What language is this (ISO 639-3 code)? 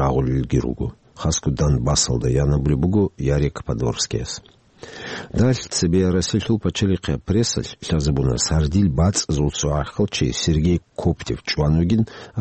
ava